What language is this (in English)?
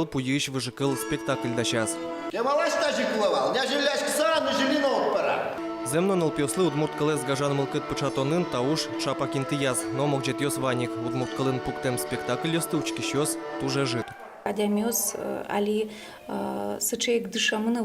Udmurt